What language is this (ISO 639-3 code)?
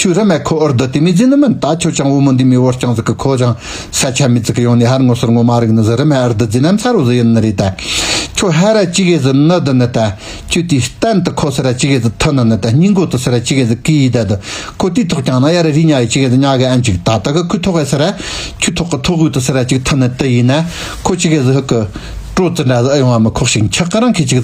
bod